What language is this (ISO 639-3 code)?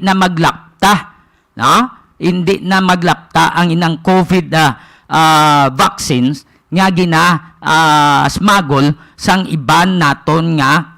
hil